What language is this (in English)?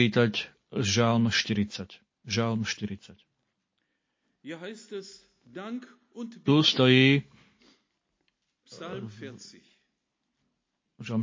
Slovak